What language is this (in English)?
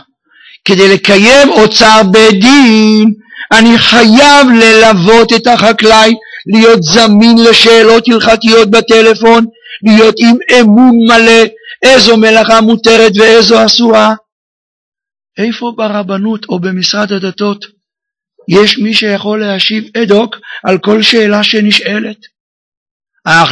Hebrew